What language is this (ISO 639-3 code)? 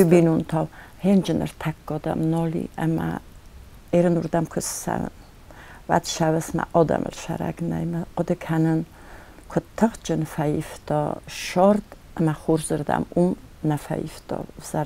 oss